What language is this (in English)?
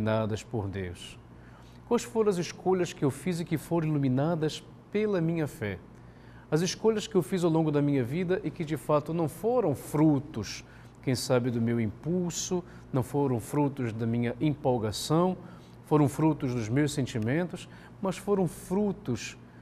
Portuguese